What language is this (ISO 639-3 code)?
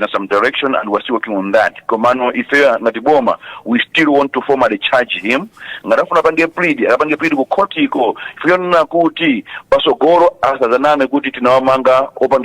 nya